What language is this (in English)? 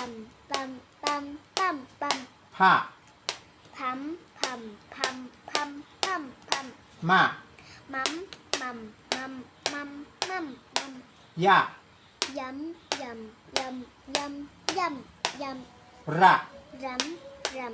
Shan